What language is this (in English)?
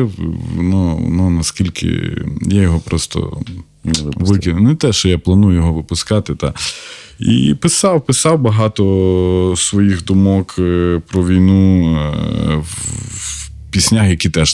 Ukrainian